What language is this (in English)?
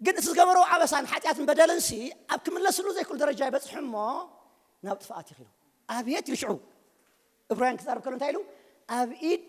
Tigrinya